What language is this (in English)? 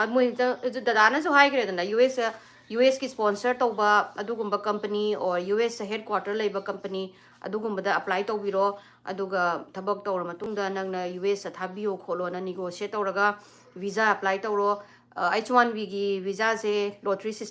Manipuri